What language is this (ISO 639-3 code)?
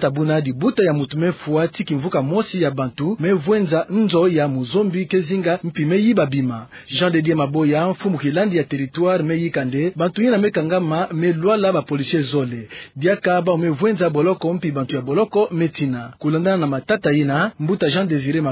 ktu